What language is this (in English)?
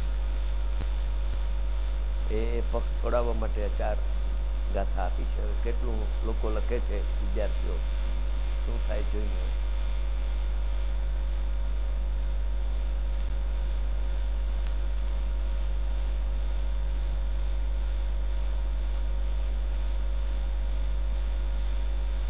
Gujarati